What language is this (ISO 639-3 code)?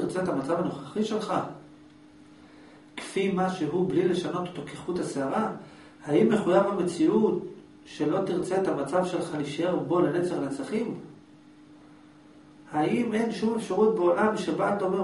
heb